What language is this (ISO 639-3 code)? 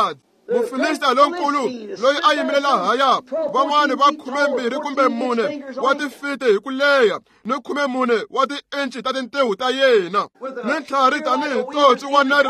tso